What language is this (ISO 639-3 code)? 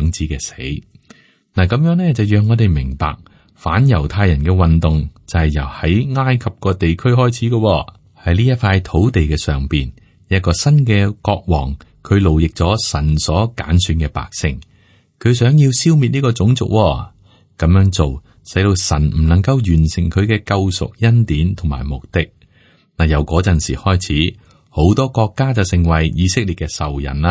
yue